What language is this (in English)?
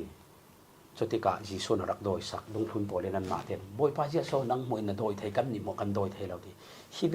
Falam Chin